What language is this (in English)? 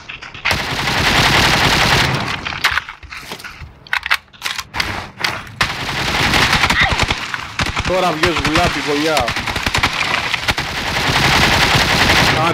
Greek